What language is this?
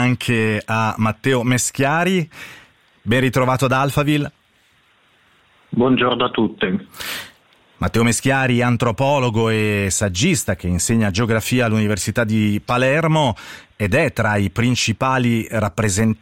Italian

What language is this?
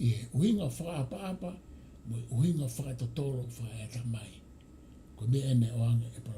Tongan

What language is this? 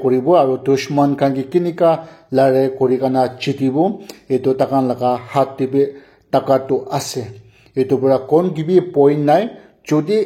Naga Pidgin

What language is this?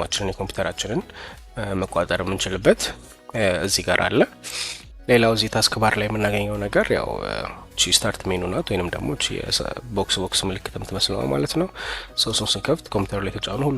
Amharic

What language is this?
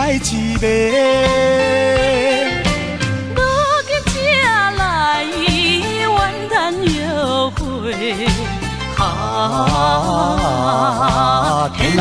Min Nan Chinese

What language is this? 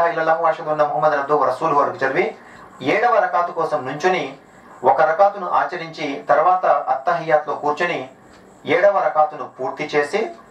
Telugu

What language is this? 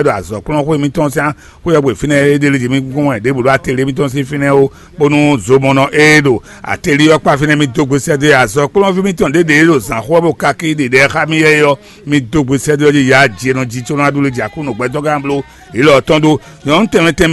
Fon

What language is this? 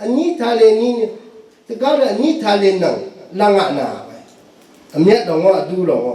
Rawang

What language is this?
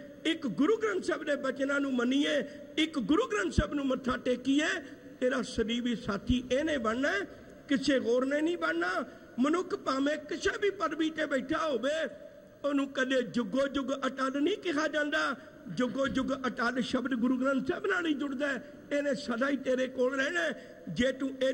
Punjabi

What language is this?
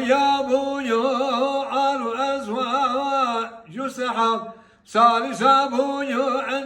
Kurdish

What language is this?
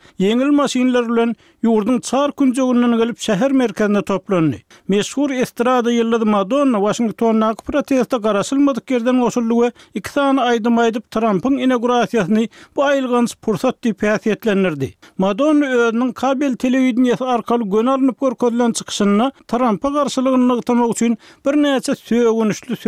Turkmen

